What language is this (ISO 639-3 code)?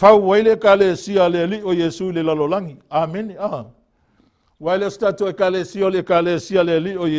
smo